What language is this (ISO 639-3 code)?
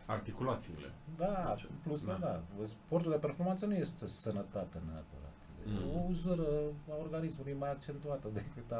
ron